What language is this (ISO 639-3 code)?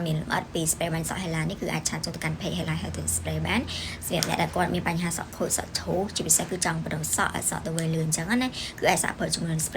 khm